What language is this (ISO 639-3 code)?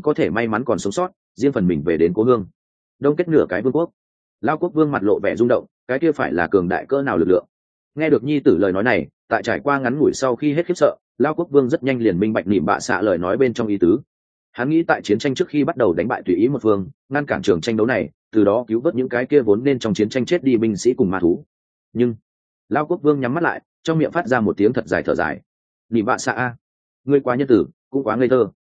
vie